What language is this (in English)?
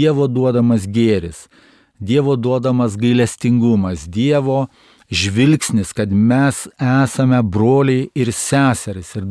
Lithuanian